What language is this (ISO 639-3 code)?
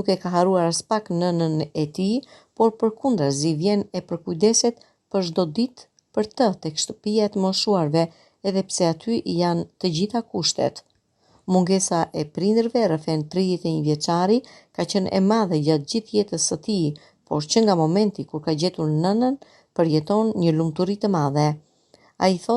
sqi